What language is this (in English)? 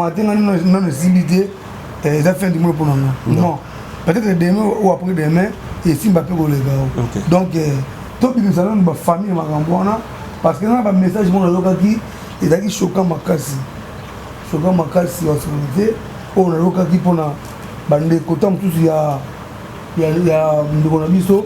Lingala